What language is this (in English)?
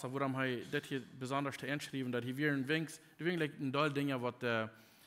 Plautdietsch